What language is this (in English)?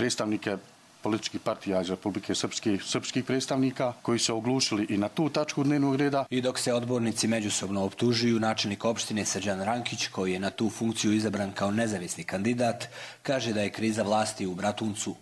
Serbian